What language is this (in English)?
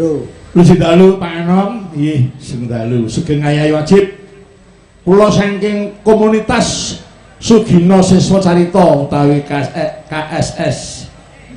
Javanese